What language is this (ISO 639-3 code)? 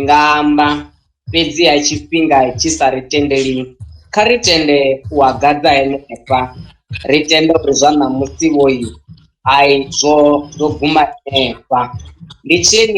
ven